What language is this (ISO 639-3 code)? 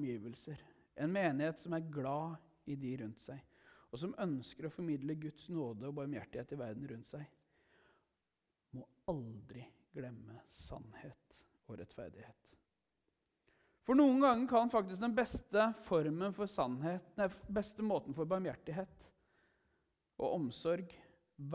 nor